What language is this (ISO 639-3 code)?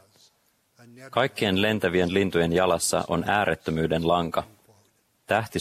fin